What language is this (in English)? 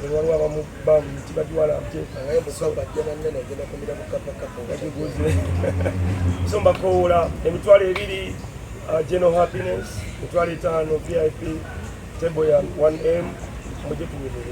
Ganda